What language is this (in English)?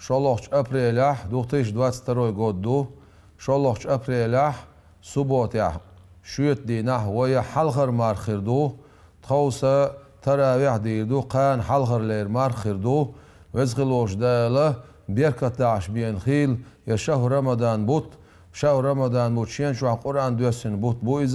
Chechen